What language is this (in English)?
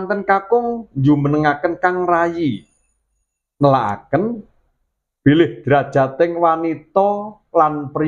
Javanese